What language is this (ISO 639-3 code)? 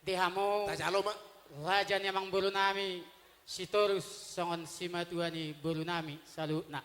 bbc